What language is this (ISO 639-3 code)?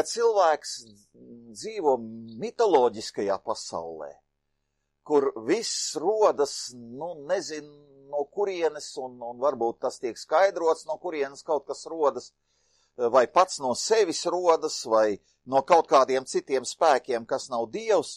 lav